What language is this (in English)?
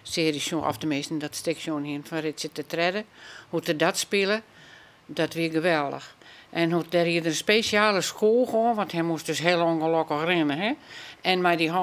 Western Frisian